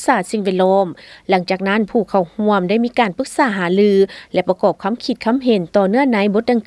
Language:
Lao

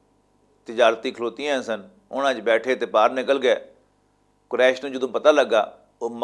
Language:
Western Panjabi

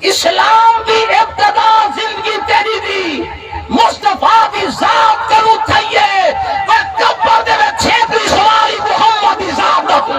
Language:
Saraiki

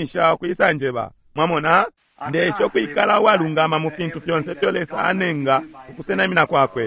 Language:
Bemba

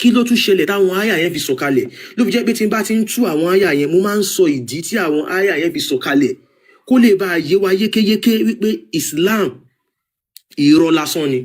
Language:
Yoruba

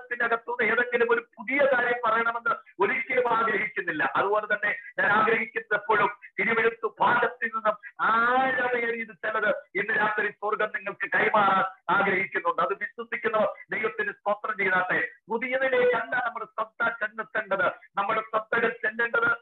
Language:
Malayalam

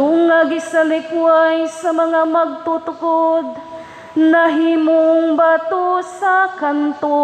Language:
Cebuano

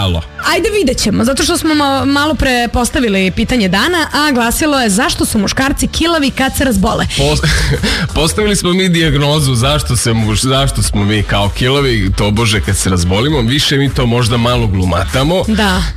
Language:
Serbian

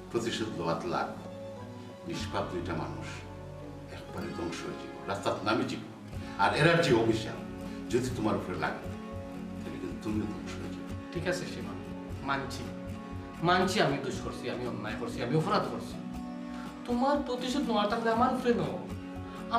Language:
Sylheti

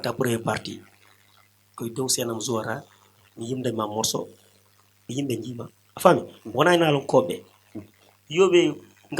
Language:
Fula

